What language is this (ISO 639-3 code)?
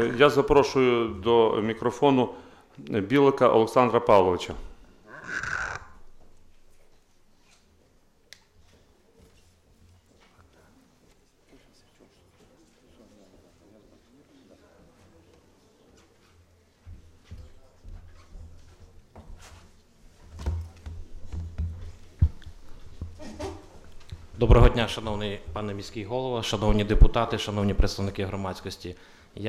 ukr